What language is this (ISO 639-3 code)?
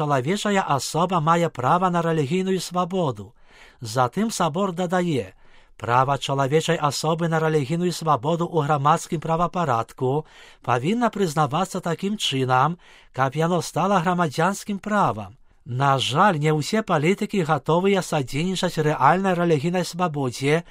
bel